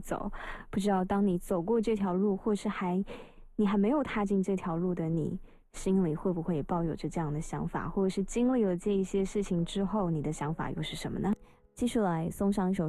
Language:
Chinese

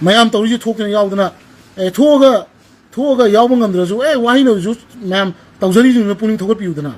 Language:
Manipuri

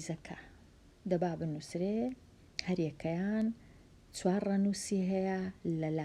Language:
Central Kurdish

